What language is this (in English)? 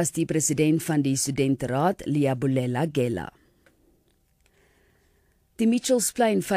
Afrikaans